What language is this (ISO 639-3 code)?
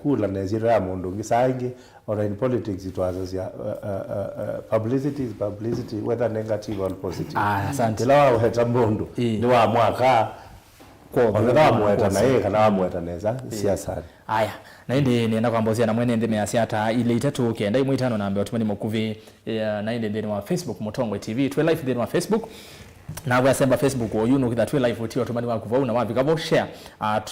kam